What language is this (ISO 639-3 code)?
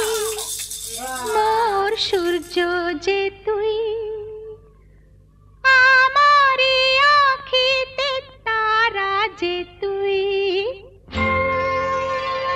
ben